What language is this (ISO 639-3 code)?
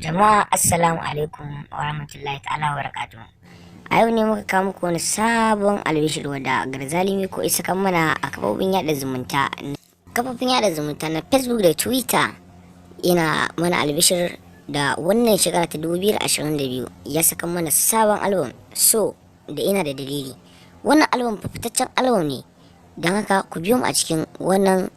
hau